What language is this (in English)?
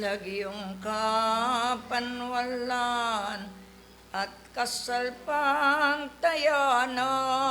Pampanga